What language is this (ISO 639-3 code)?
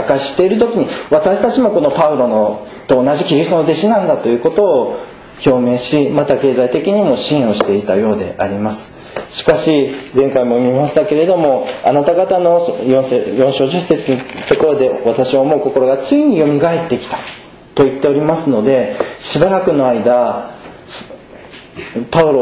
jpn